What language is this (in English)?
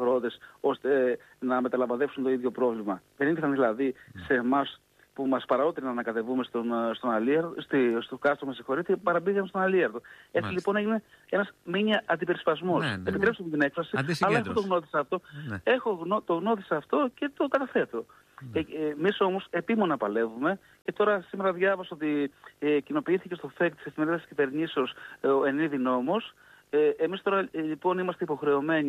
Greek